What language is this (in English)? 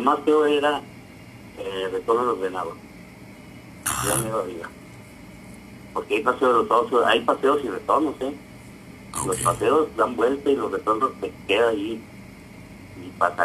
Spanish